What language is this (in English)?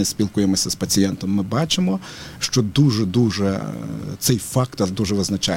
Ukrainian